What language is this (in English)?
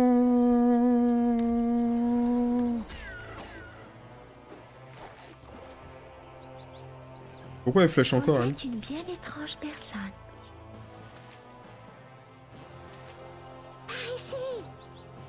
French